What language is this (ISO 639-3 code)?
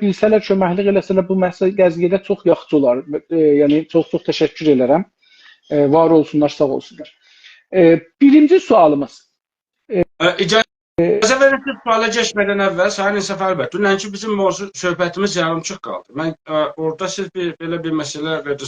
azb